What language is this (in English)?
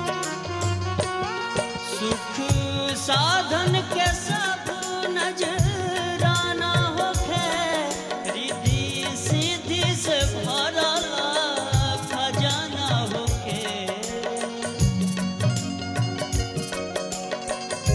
Bhojpuri